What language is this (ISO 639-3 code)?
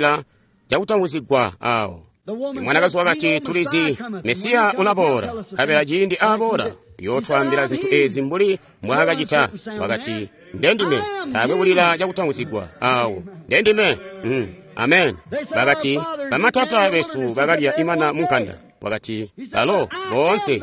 toi